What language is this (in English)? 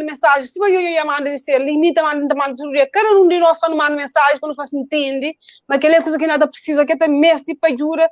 Kabuverdianu